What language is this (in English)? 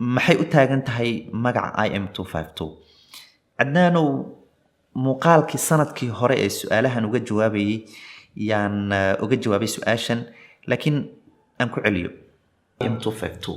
Somali